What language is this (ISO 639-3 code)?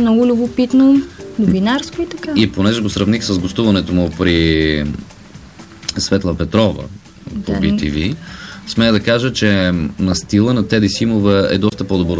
bul